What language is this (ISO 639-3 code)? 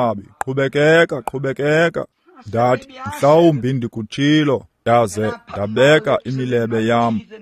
xho